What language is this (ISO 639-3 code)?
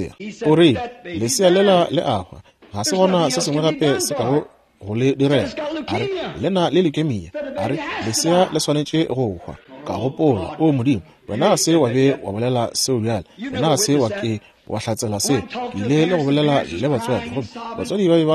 nso